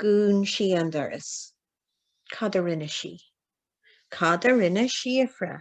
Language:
Irish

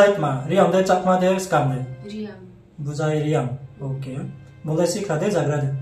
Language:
Riang (India)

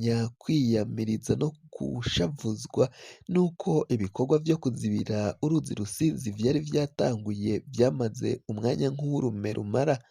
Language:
Rundi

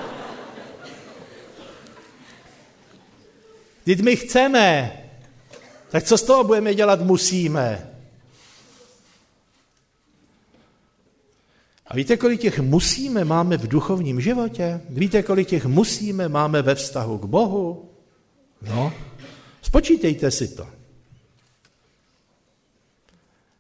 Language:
Czech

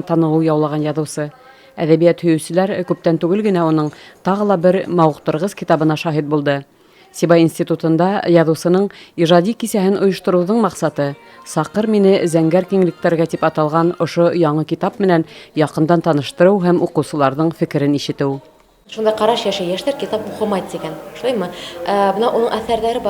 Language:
Bashkir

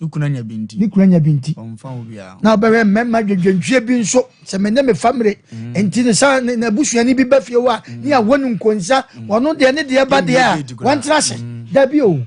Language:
Akan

